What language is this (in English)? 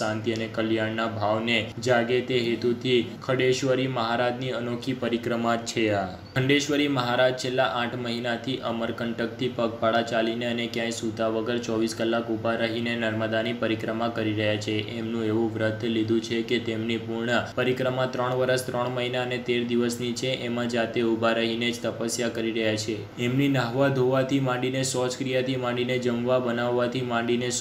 Gujarati